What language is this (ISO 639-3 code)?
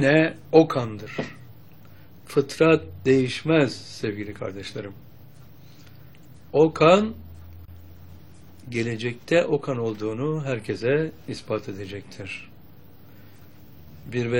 tur